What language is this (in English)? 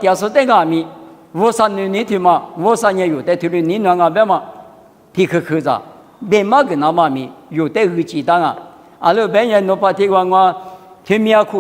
Lisu